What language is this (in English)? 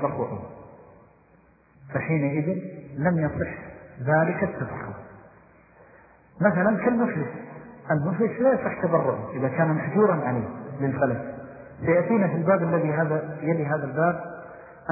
Arabic